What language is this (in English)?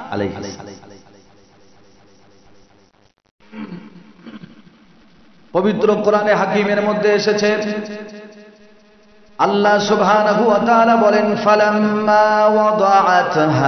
Bangla